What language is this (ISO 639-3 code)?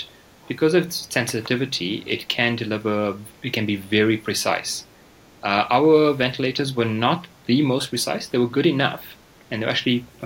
eng